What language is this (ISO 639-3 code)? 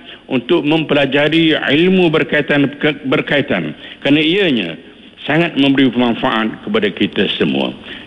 msa